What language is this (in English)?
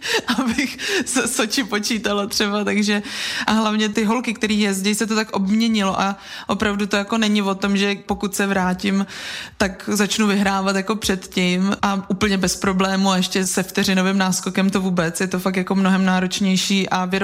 Czech